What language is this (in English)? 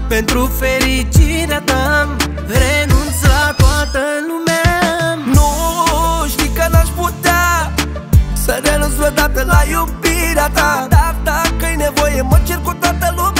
Romanian